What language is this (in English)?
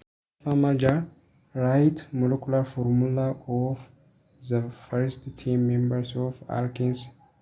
Oromo